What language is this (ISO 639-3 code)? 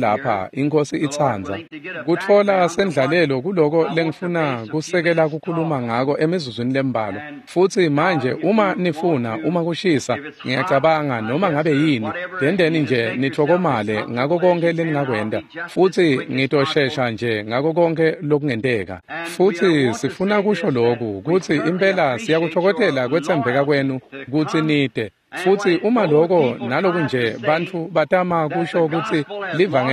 ssw